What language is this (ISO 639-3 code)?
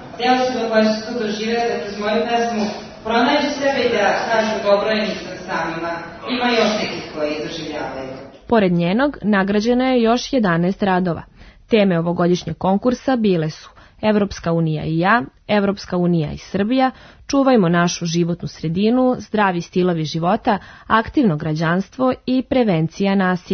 srp